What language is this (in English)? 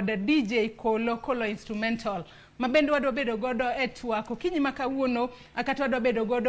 Luo (Kenya and Tanzania)